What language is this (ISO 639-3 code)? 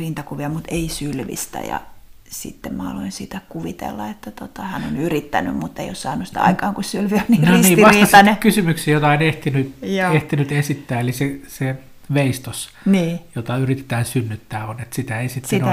fin